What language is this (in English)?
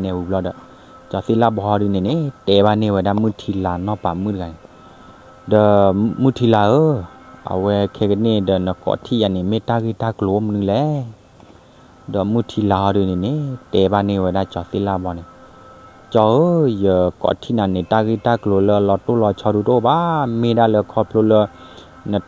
S'gaw Karen